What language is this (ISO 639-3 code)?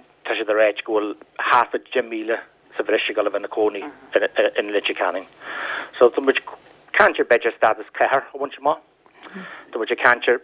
gle